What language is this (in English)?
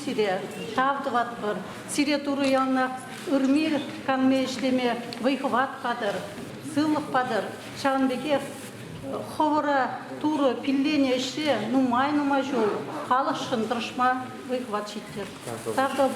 Chuvash